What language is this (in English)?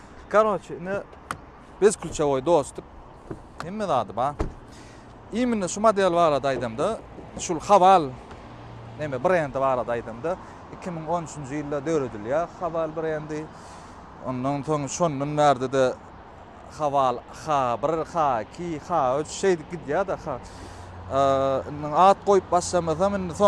Turkmen